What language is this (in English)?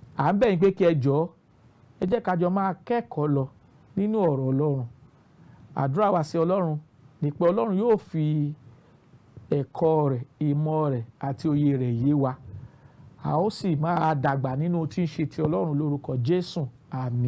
Yoruba